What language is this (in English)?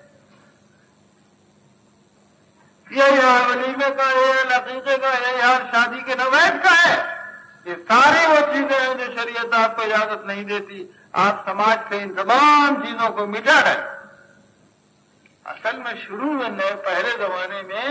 Urdu